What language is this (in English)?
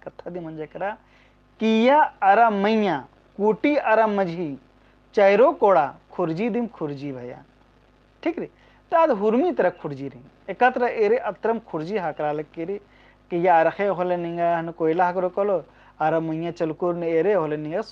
Kurukh